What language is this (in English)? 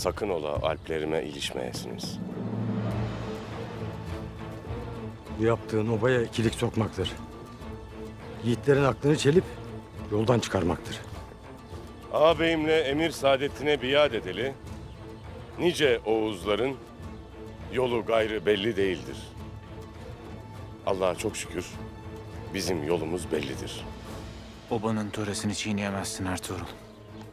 Turkish